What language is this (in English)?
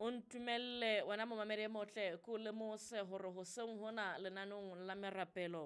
Southern Sotho